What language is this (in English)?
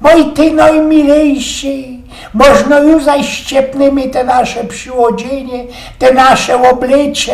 Silesian